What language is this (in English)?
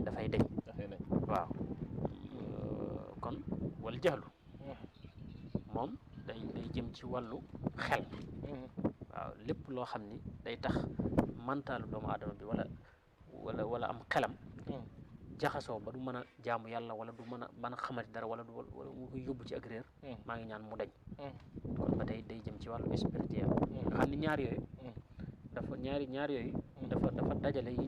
Wolof